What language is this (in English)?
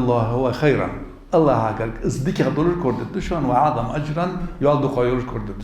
Ingush